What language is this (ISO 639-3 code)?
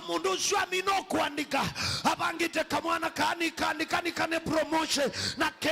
kam